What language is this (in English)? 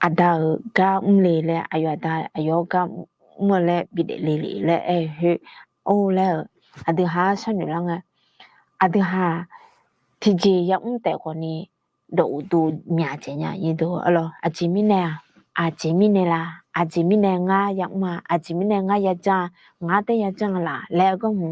Akha